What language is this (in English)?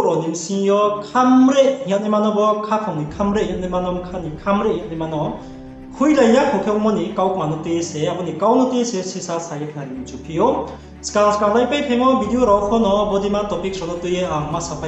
Riang (India)